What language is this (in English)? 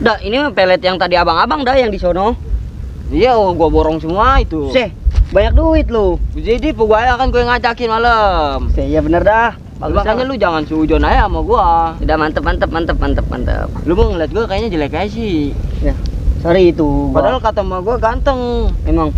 Betawi